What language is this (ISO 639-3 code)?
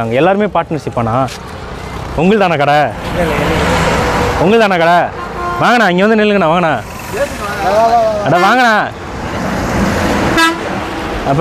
tam